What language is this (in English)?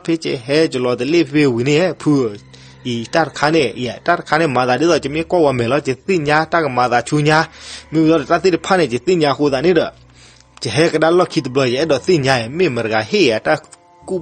S'gaw Karen